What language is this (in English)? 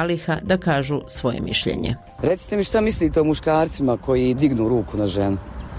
Bosnian